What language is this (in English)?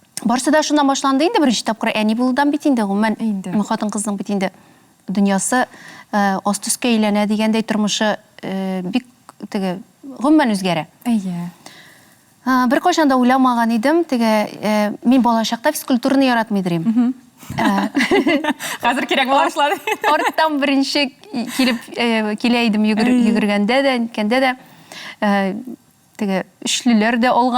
Tatar